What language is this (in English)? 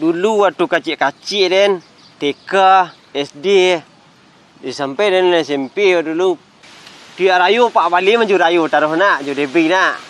Minangkabau